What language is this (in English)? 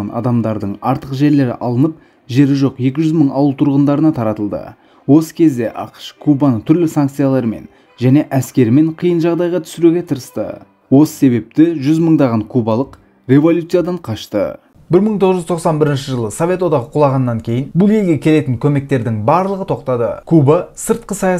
Kazakh